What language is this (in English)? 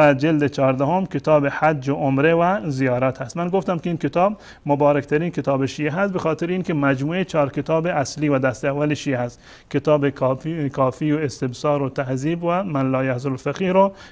Persian